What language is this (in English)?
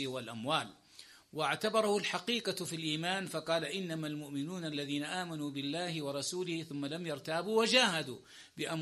Arabic